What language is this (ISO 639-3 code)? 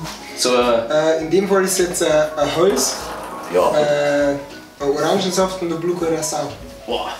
bar